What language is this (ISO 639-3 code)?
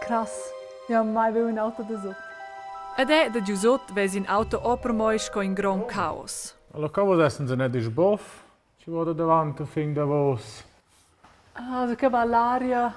roh